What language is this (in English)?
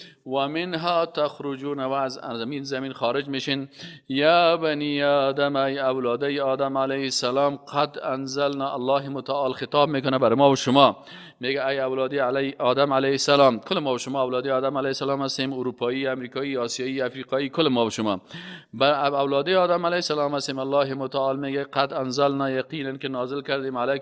Persian